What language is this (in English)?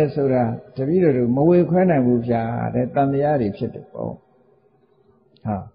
Burmese